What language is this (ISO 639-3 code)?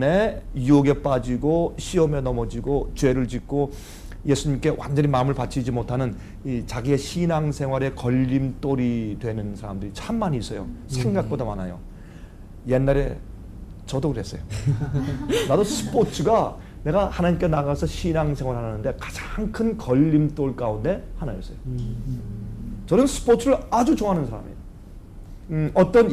kor